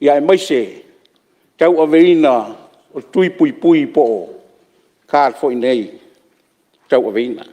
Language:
Samoan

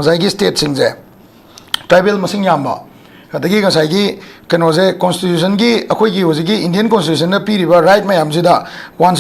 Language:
Manipuri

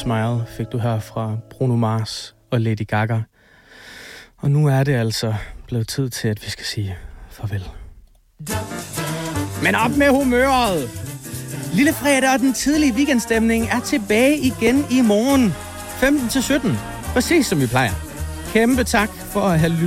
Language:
Danish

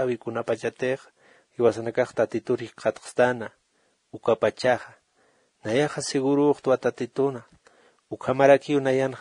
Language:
Aymara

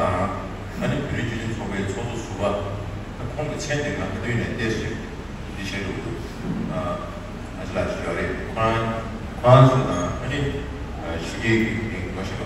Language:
Tibetan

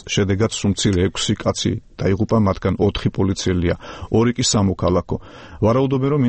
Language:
Georgian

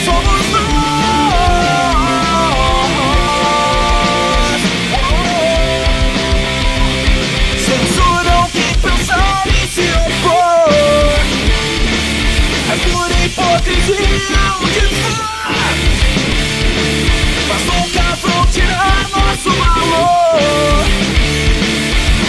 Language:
Portuguese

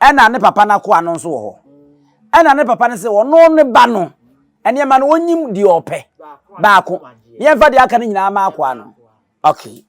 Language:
Akan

